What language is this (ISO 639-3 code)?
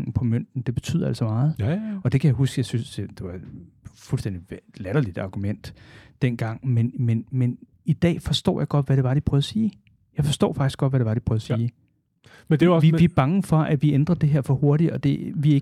dan